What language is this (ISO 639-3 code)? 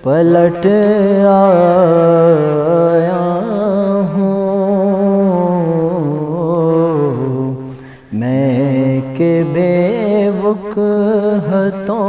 brh